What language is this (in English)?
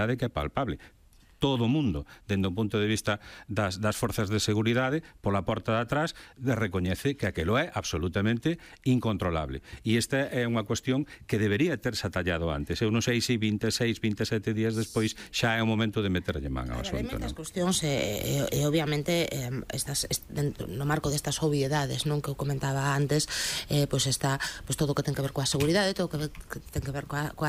Galician